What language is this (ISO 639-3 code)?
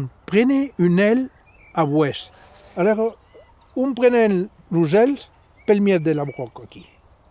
oci